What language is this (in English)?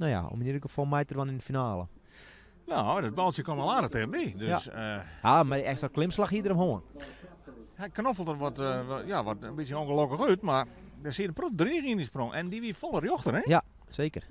Western Frisian